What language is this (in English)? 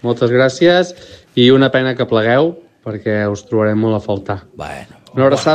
Catalan